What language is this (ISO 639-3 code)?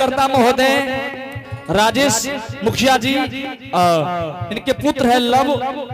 anp